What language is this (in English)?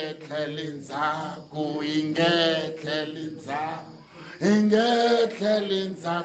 Tsonga